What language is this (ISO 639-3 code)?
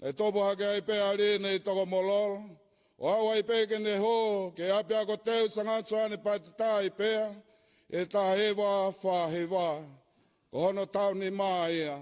ton